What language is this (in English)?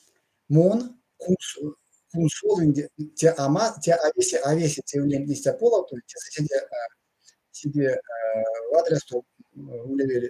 Erzya